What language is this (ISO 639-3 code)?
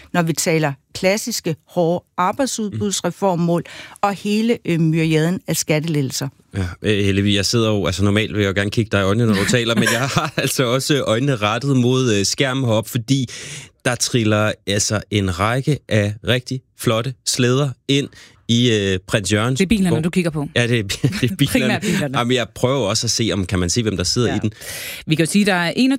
dan